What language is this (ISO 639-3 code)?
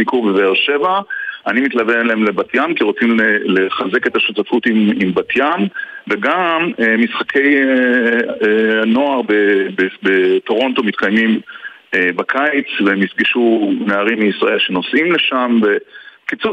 heb